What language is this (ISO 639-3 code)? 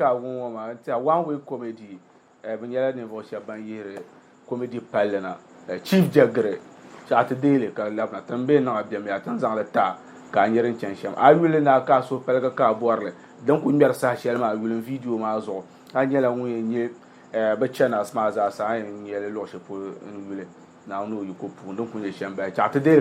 dag